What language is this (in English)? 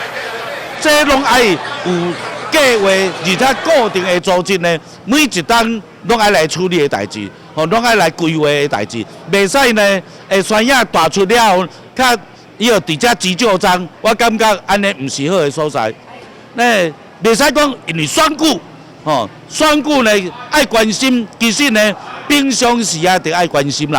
Min Nan Chinese